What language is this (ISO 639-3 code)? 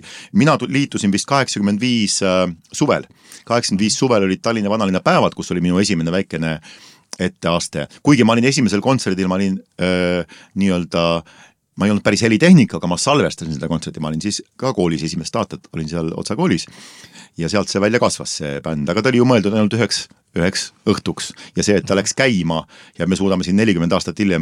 est